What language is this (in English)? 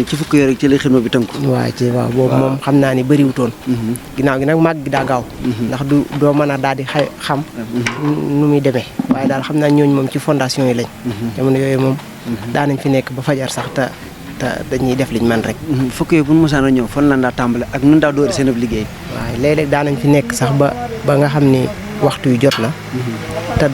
Wolof